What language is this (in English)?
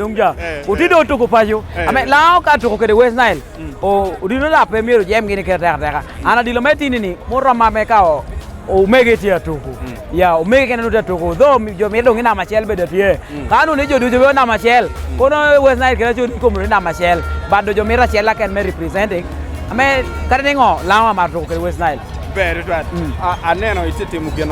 Acoli